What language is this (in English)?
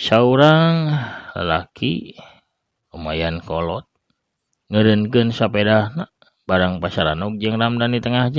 Sundanese